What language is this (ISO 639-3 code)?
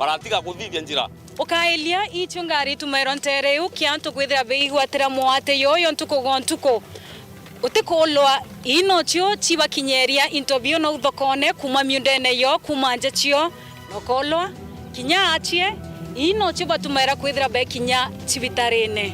mer